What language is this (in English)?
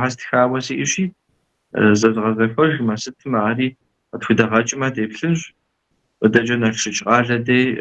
Kabardian